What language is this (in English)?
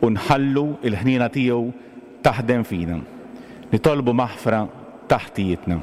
Maltese